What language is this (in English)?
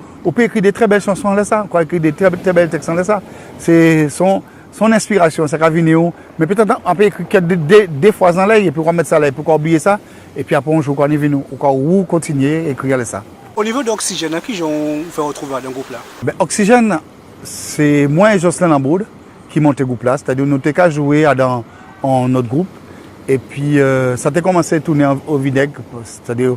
Guadeloupean Creole French